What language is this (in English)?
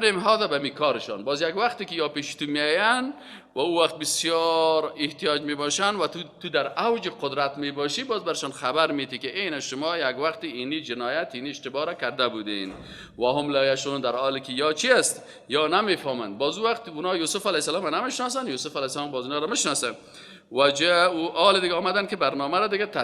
Persian